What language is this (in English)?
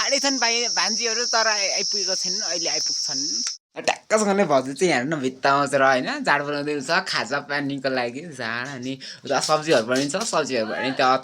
Nepali